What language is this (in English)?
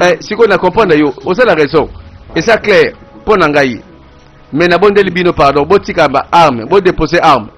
Lingala